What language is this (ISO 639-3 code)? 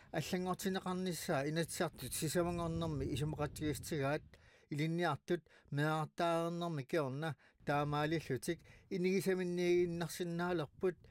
kal